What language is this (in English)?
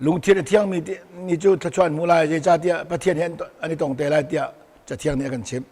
Hakha Chin